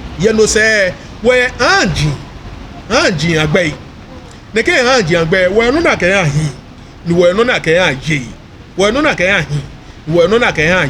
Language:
Ga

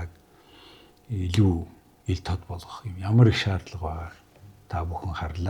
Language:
Mongolian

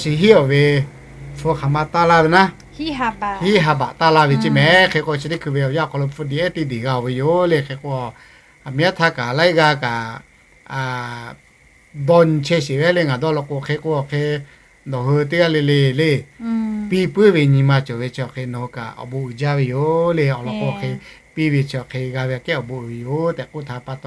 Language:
Lahu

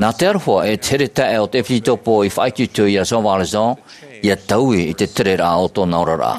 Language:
Tahitian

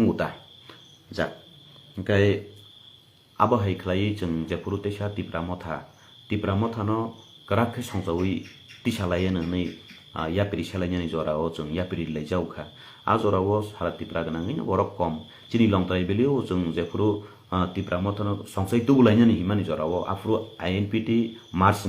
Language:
Kok Borok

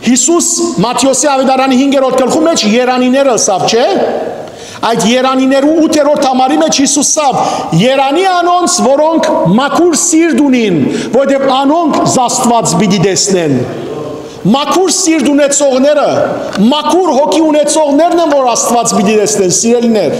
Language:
Western Armenian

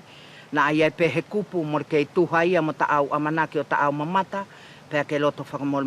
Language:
Wallisian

